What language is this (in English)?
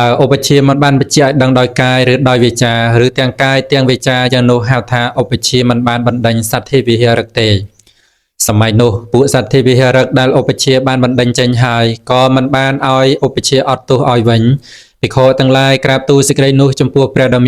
Khmer